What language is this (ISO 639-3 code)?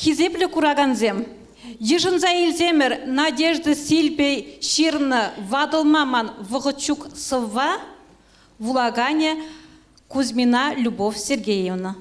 chv